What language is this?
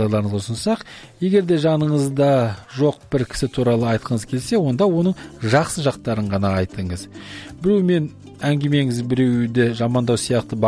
Kazakh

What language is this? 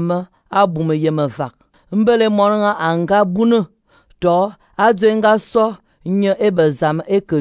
Fang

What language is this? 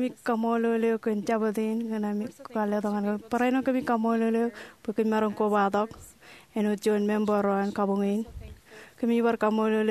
Marshallese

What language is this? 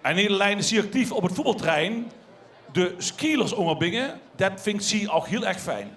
Limburgish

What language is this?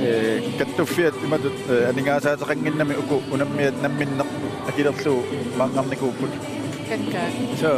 Kalaallisut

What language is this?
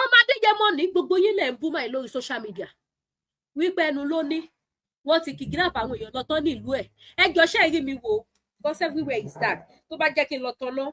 Yoruba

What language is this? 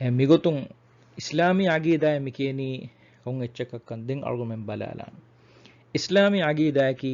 Divehi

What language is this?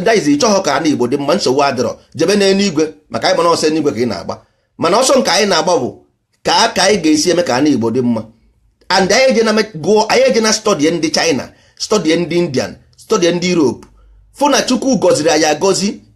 Igbo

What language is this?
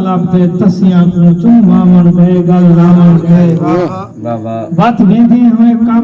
Saraiki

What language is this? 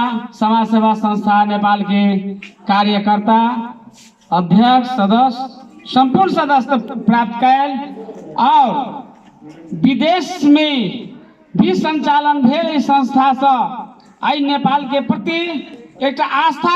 Maithili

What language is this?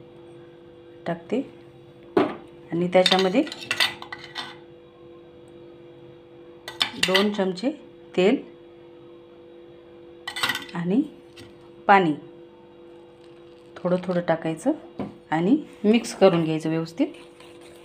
Marathi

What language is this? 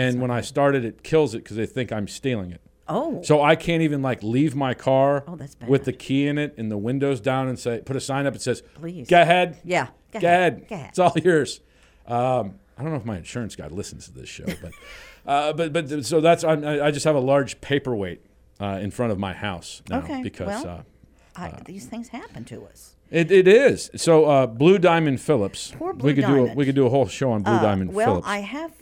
English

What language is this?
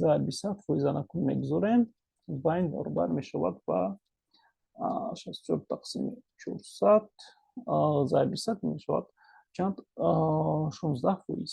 Tajik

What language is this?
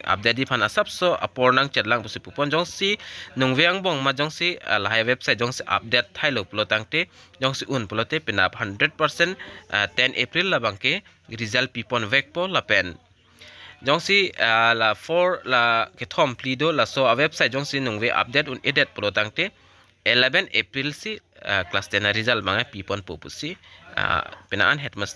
Karbi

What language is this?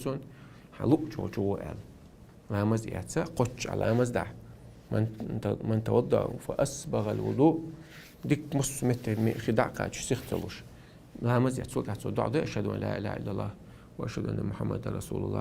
Chechen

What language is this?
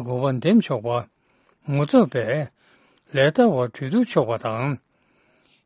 Tibetan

